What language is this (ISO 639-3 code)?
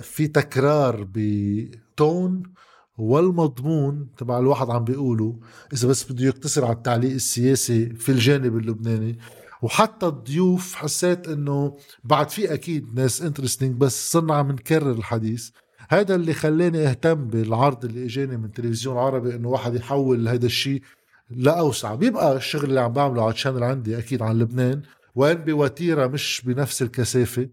apc